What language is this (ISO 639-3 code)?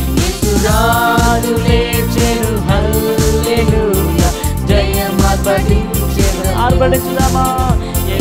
tel